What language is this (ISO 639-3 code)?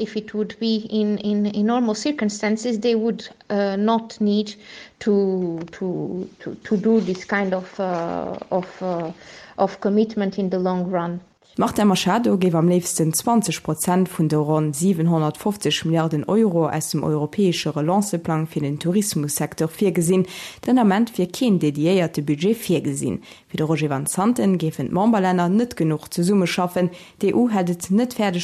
ltz